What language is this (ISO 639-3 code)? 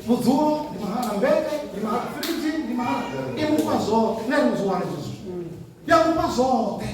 ven